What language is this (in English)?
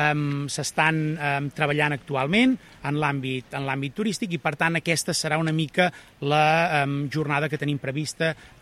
Catalan